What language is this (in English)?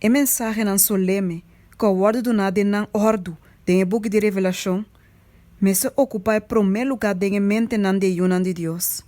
Papiamento